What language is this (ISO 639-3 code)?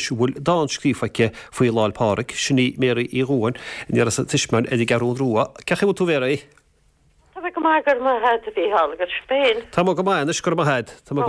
gle